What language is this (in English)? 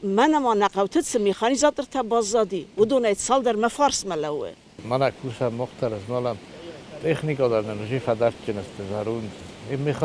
Ossetic